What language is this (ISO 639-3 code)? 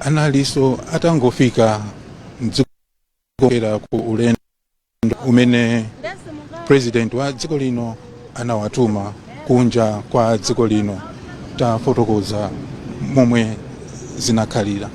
nya